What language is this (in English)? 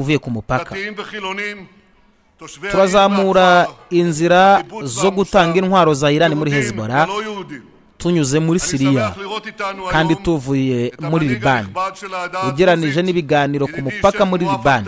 Kinyarwanda